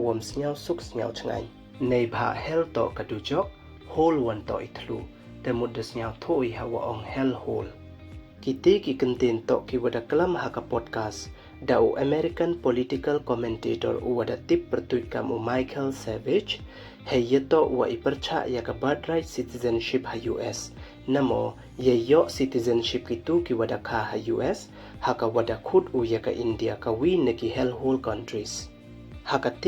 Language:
Pnar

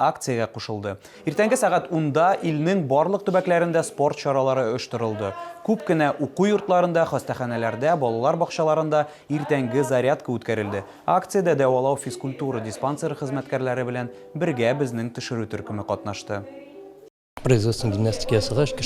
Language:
Tatar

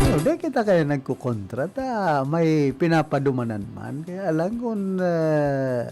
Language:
Bikol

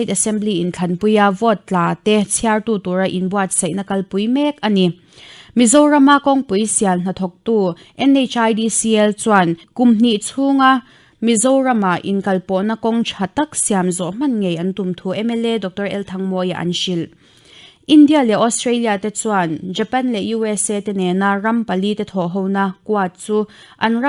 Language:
Mizo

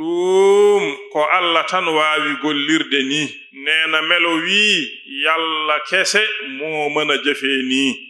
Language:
Fula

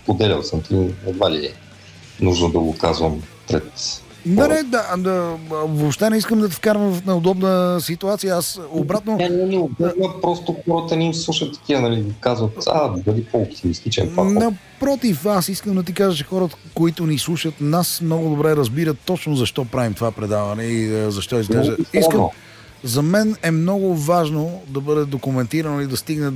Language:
Bulgarian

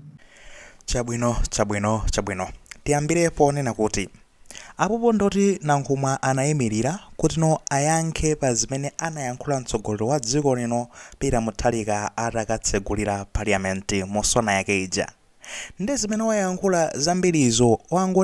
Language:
Nyanja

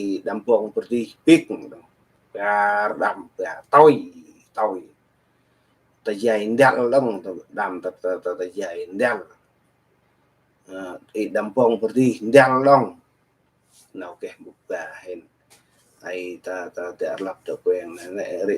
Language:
Central Mnong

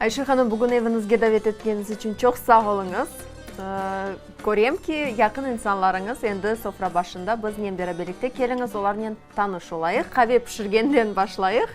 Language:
Crimean Tatar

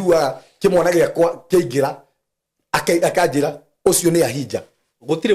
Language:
Kikuyu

